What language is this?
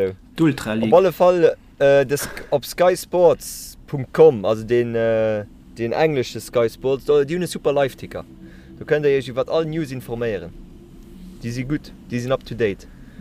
Luxembourgish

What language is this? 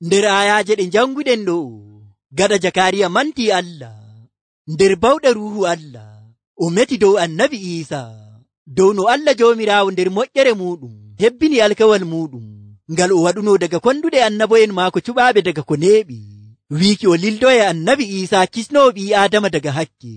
Nigerian Fulfulde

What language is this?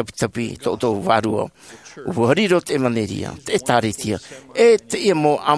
Tahitian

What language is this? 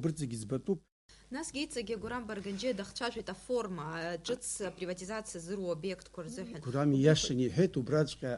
Abkhazian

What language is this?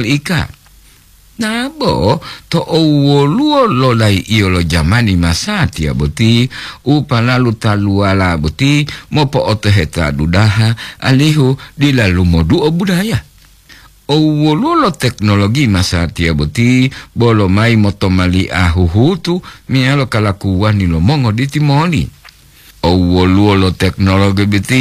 Gorontalo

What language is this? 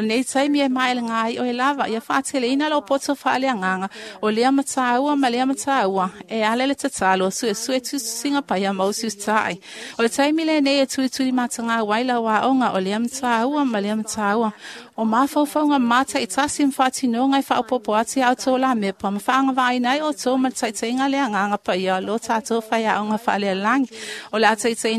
Samoan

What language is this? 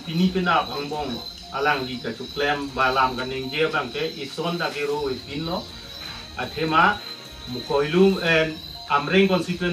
Karbi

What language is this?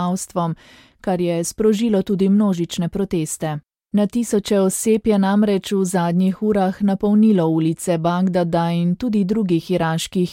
Slovenian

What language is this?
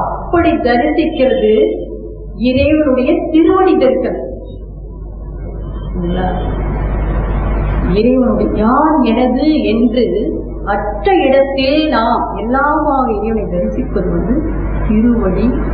Tamil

